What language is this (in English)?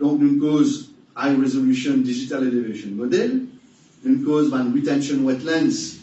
Morisyen